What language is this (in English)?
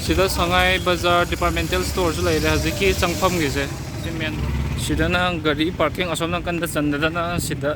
Manipuri